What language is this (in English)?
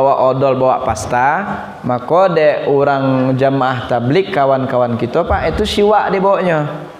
Minangkabau